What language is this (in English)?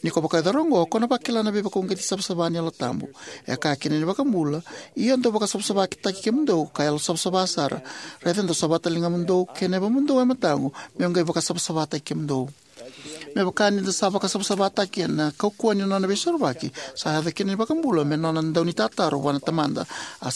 Fijian